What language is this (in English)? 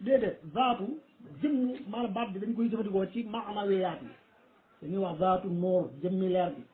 Wolof